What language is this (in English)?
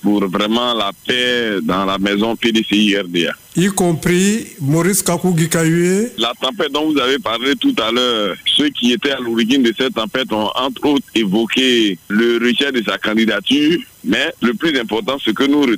French